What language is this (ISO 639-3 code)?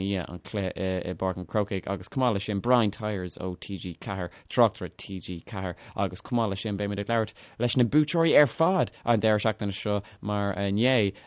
gle